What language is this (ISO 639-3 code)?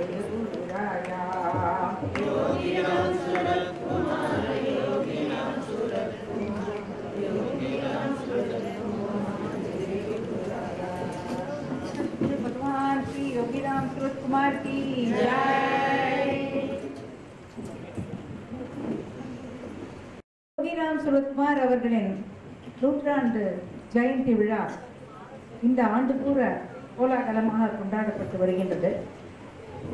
tam